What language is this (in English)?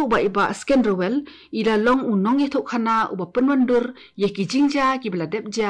Khasi